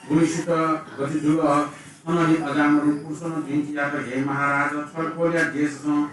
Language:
Newari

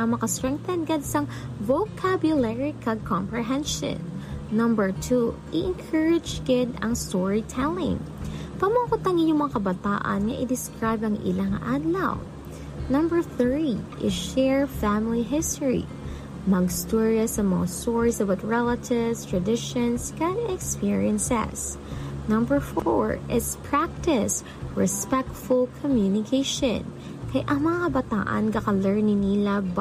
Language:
Hiligaynon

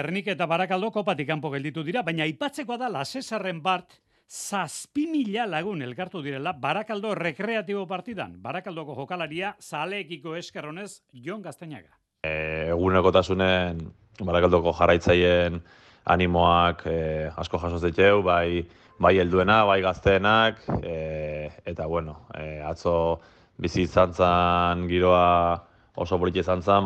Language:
Basque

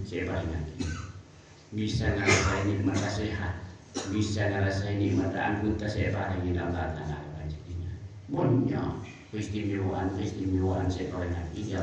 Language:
Madurese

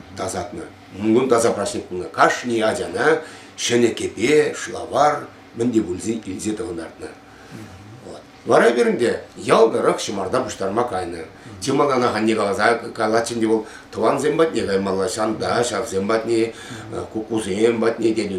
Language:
Chuvash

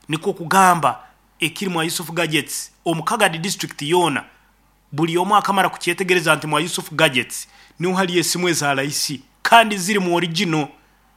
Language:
Nyoro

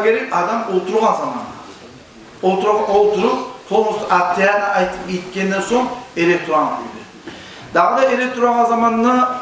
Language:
Kumyk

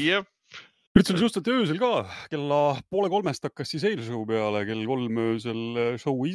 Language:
Estonian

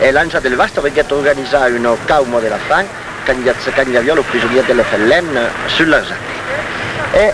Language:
Occitan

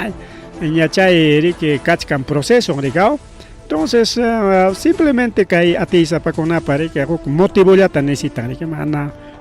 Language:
Ayacucho Quechua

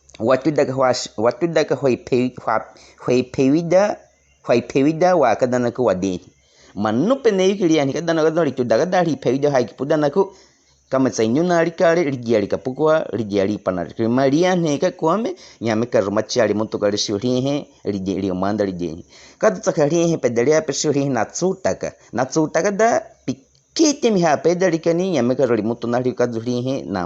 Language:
Baniwa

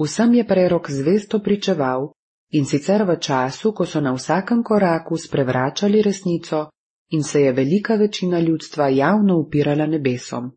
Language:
Slovenian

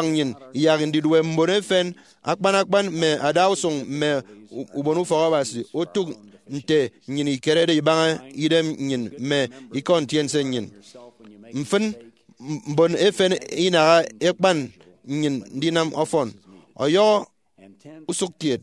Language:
Efik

